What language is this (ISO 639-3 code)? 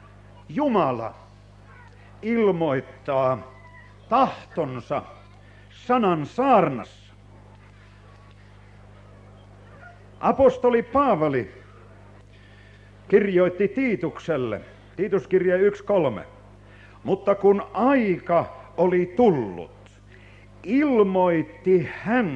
fin